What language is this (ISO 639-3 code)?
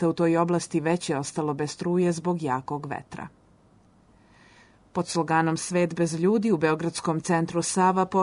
srp